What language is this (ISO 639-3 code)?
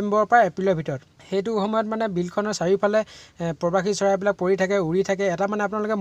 asm